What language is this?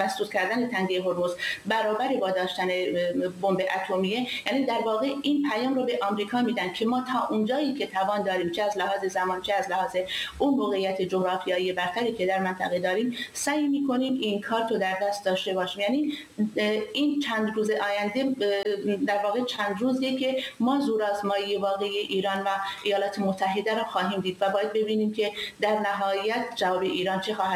Persian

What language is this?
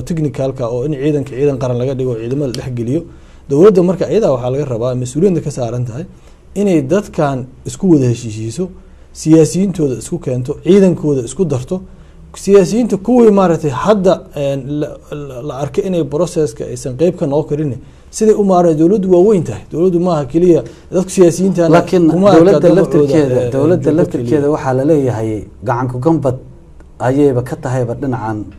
Somali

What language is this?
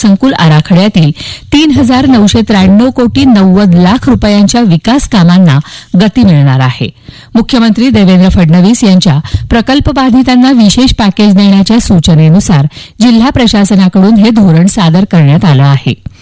Marathi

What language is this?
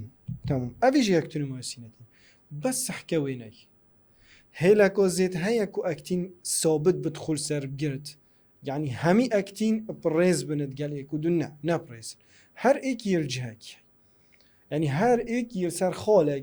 Kurdish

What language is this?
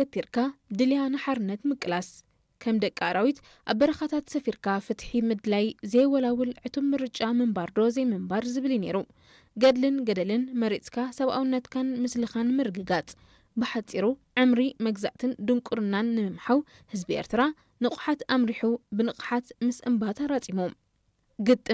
Tigrinya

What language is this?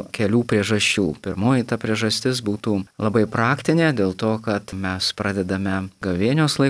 Lithuanian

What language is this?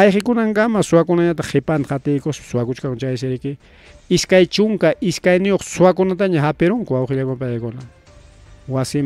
Ayacucho Quechua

